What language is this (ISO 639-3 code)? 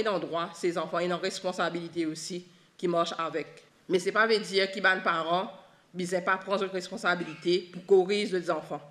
mfe